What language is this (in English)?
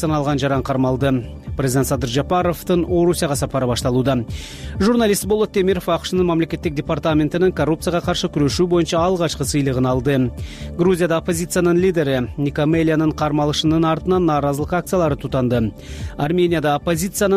Kyrgyz